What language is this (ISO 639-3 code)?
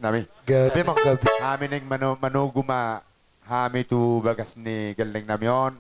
bbc